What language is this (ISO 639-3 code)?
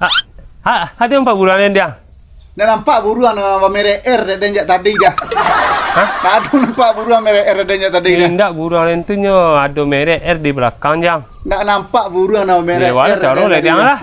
min